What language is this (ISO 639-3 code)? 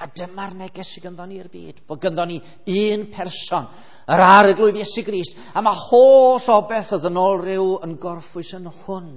cym